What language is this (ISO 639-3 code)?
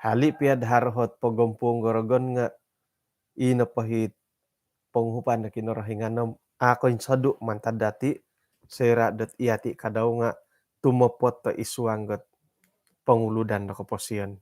dtp